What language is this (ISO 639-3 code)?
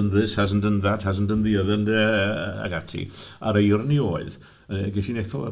cym